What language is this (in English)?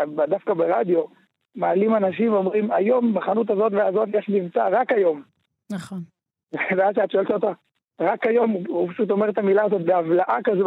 Hebrew